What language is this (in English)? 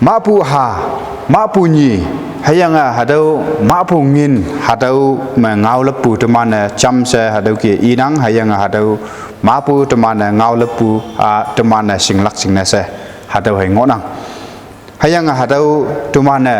Konyak Naga